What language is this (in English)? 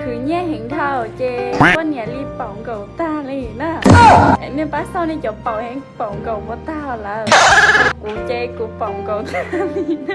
Hmong